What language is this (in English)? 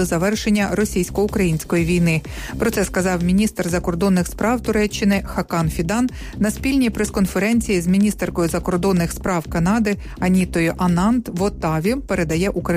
Ukrainian